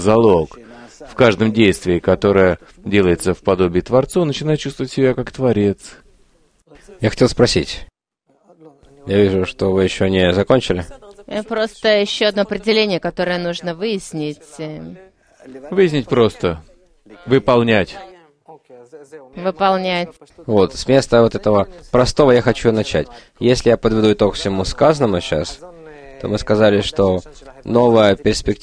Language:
Russian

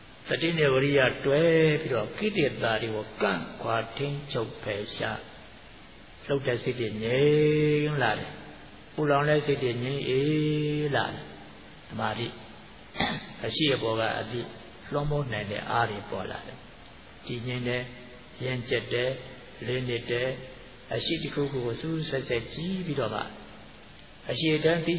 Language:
Burmese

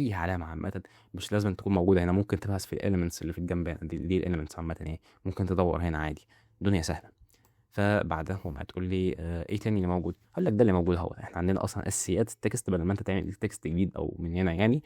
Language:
Egyptian Arabic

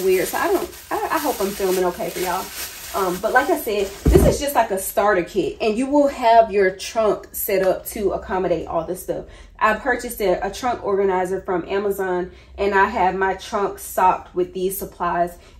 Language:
English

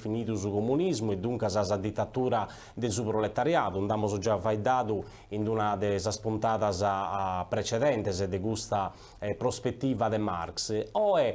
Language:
Sardinian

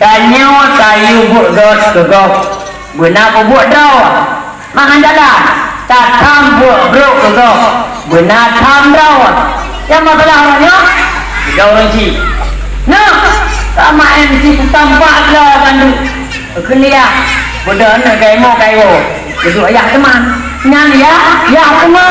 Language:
Achinese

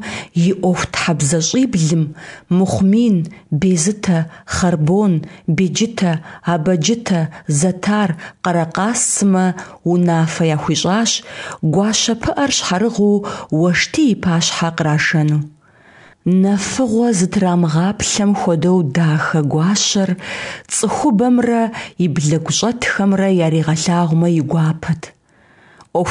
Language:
Kabardian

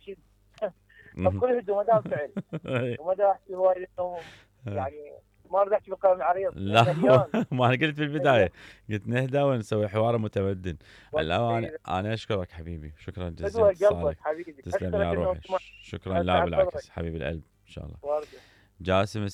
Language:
Mesopotamian Arabic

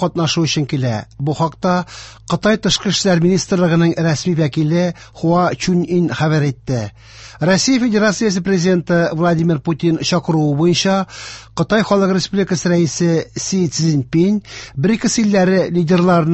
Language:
Tatar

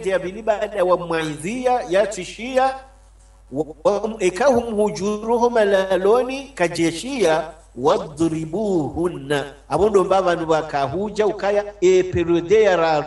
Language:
Swahili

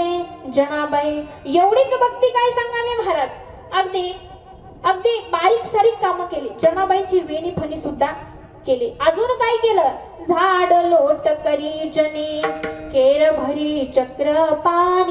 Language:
Marathi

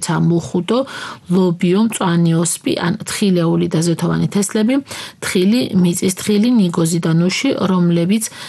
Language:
Georgian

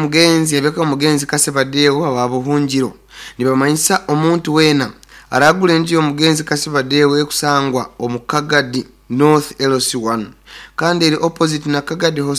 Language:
Nyoro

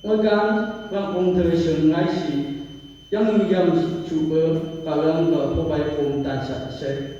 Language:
Phom Naga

